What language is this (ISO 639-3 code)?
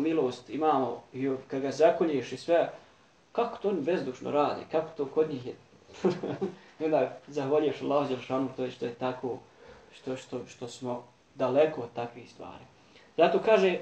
bos